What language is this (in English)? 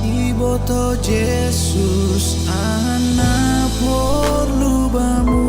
Batak Simalungun